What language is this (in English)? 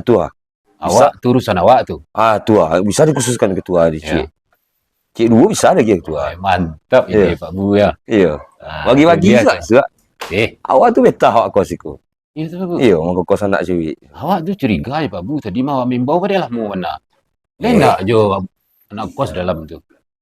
Minangkabau